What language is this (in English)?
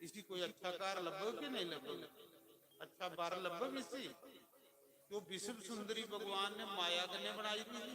Dogri